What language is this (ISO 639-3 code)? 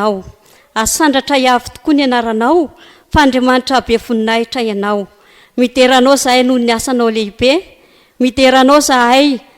mlg